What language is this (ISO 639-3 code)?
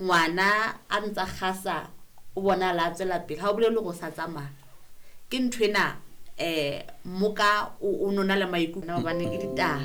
sot